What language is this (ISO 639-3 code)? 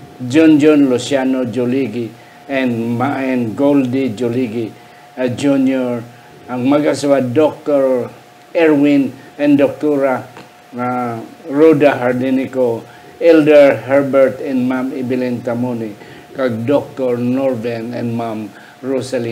hil